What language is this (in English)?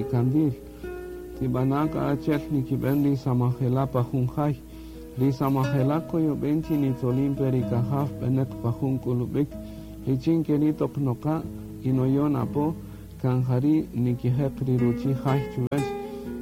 Kaqchikel